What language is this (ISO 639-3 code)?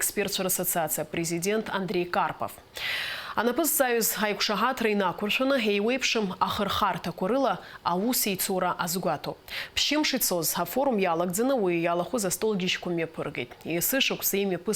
abk